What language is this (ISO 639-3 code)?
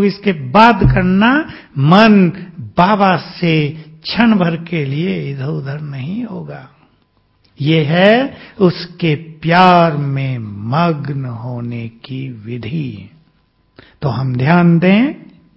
hin